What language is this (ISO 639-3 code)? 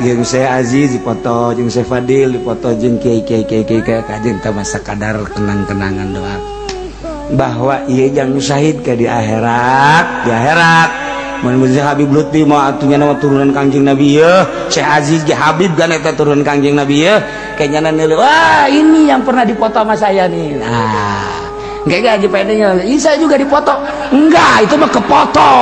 sun